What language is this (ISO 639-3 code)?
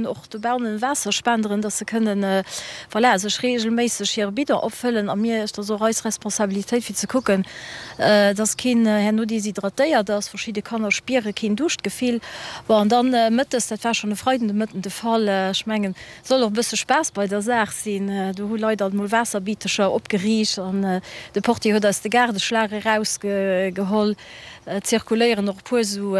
ltz